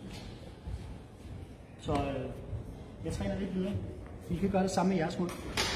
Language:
Danish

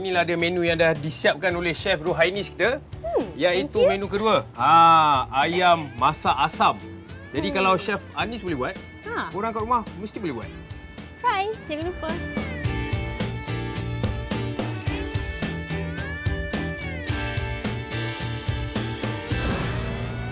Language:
Malay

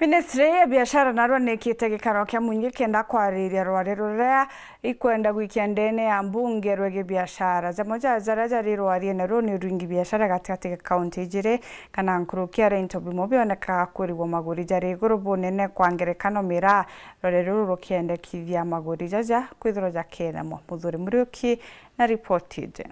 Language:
Meru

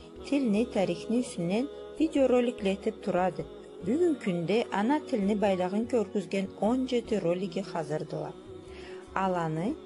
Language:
Karachay-Balkar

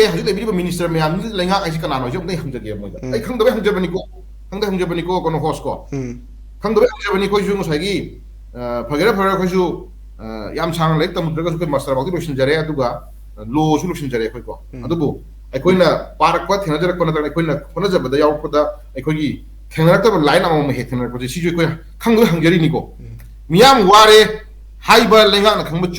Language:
Manipuri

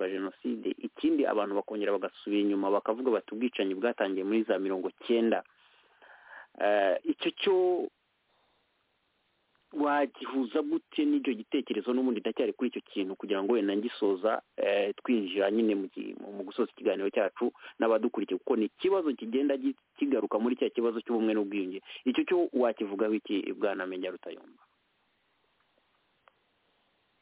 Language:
Kinyarwanda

